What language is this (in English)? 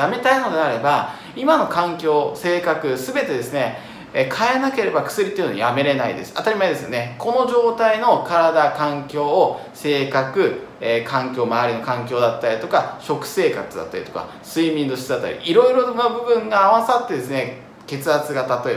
Japanese